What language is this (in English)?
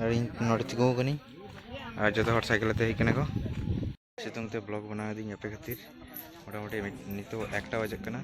Santali